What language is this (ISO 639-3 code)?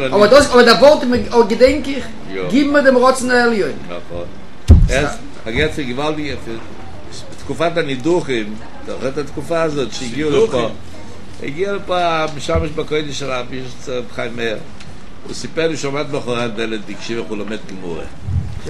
heb